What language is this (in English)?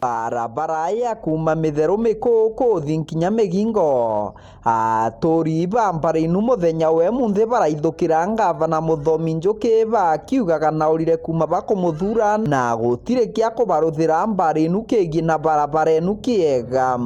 Meru